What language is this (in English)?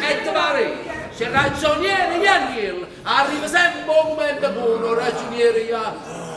Neapolitan